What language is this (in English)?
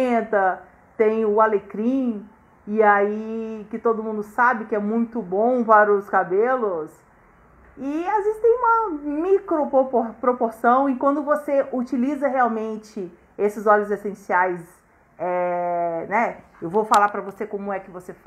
Portuguese